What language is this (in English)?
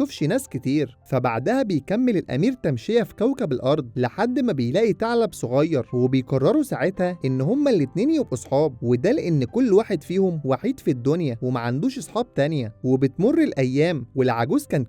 Egyptian Arabic